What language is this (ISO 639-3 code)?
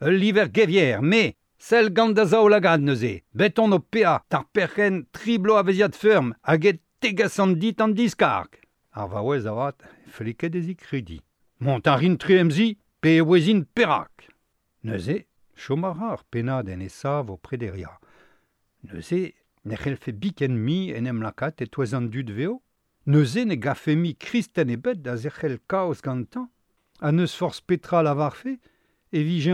bre